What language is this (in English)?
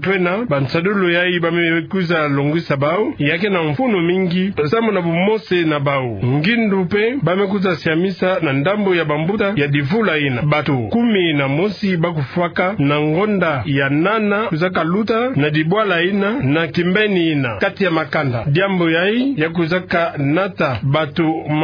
Kituba (Democratic Republic of Congo)